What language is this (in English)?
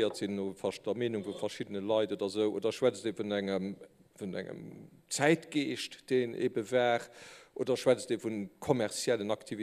Luxembourgish